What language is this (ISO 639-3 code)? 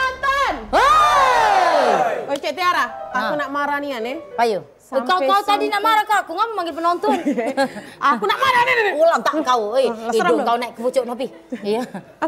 mui